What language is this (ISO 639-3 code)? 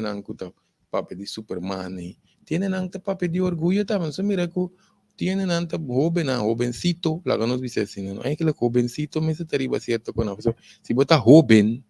pap